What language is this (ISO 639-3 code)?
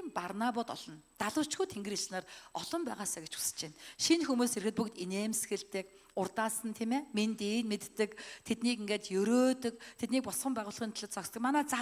mon